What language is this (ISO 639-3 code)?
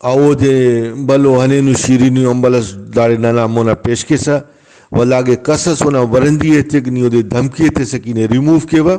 brh